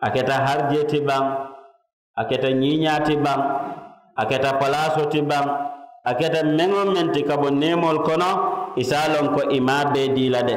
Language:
Mandingo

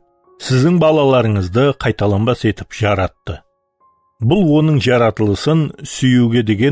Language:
Kara-Kalpak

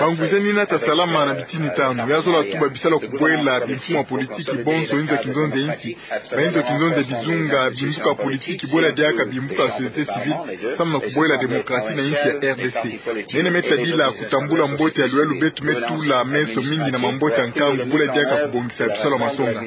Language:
Kituba (Democratic Republic of Congo)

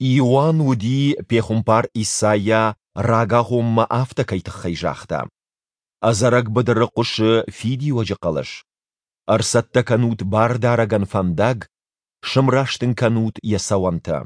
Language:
Ossetic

